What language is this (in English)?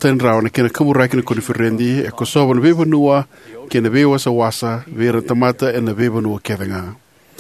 Fijian